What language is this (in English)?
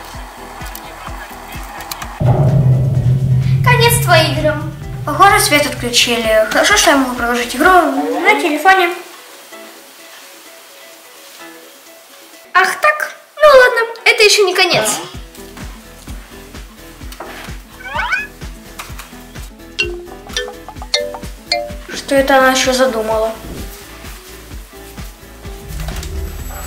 Russian